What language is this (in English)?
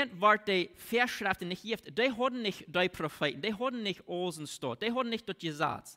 Plautdietsch